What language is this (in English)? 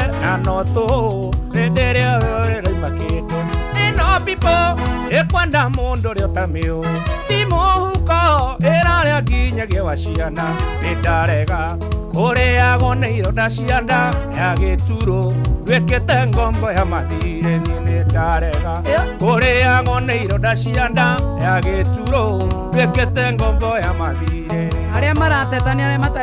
Kikuyu